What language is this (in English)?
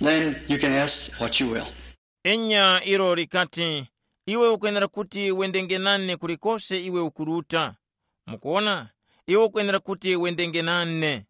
Tumbuka